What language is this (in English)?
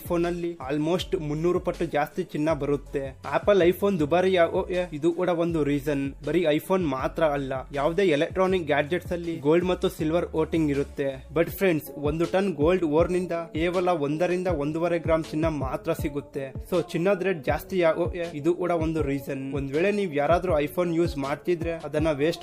Kannada